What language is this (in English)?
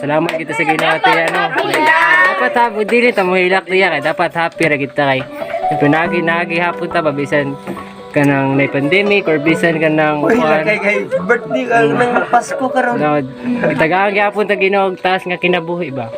Cebuano